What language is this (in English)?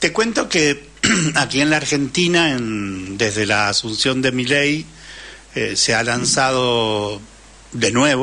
Spanish